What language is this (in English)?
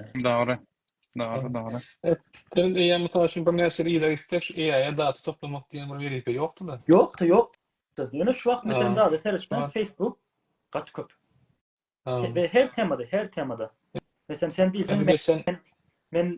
Turkmen